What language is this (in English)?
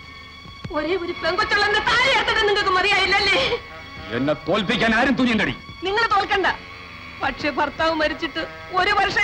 Malayalam